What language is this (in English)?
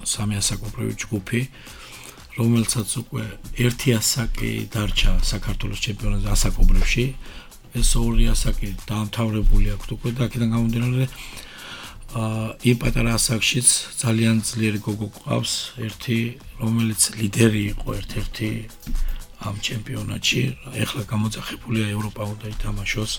Georgian